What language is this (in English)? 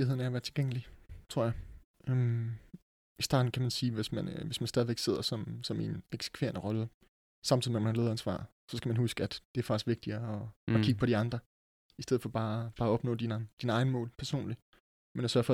Danish